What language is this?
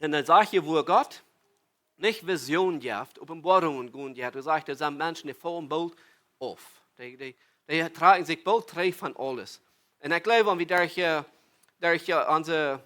Plautdietsch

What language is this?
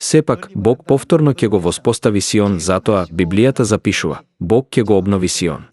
Macedonian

